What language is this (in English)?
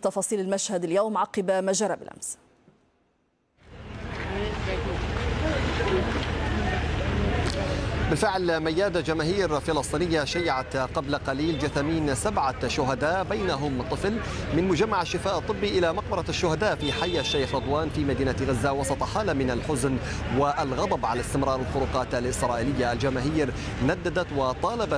Arabic